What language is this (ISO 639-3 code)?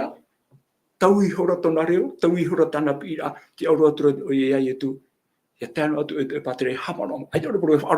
tah